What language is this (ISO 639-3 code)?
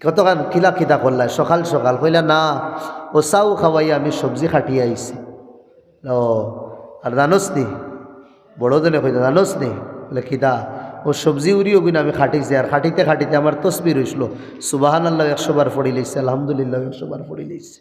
syl